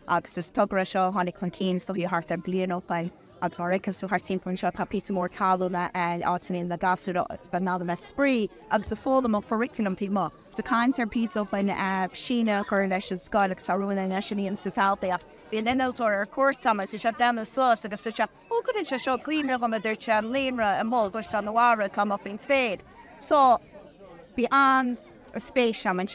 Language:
Irish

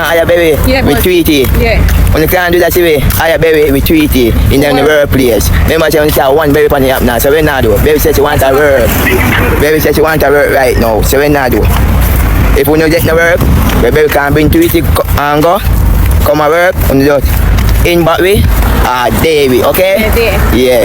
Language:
Jamaican Creole English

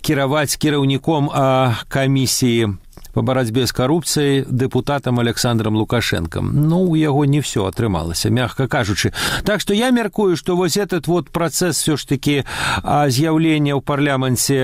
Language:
Belarusian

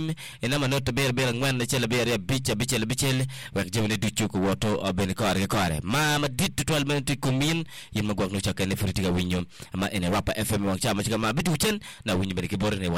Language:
Acoli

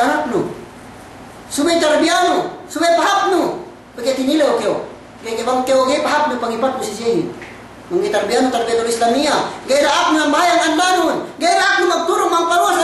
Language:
Yakan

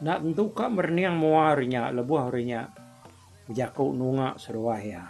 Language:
Iban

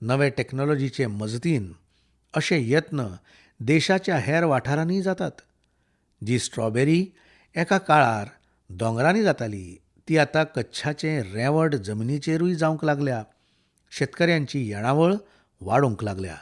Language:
Konkani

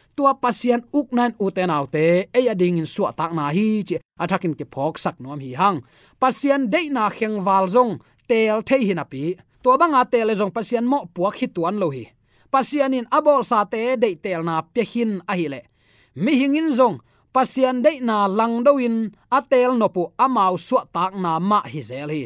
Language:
Tedim Chin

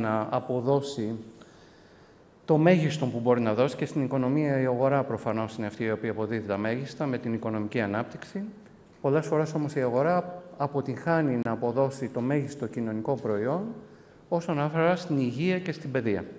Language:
Greek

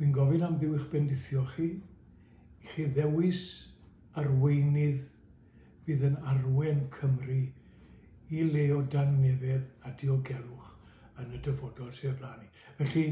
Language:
Welsh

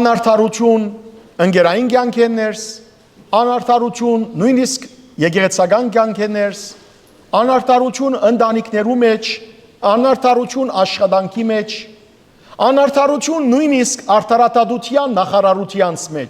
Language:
Western Armenian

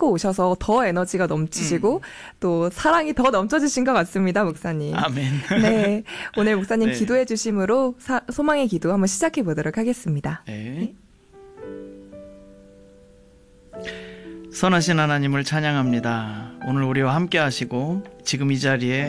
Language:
Korean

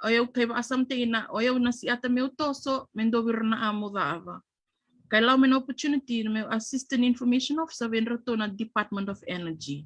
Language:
Fijian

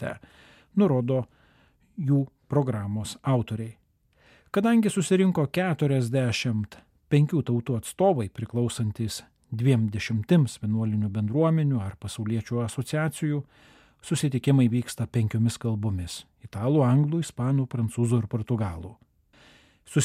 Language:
Lithuanian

